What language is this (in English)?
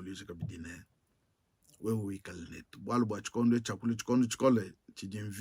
Luba-Lulua